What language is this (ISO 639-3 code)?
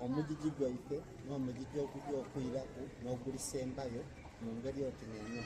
xog